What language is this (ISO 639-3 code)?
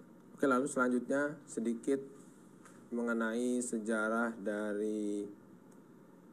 ind